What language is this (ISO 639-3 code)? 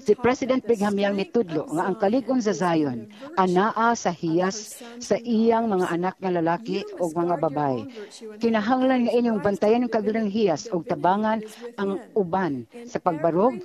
ceb